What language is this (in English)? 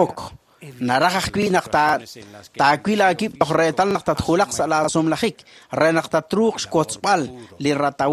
Kekchí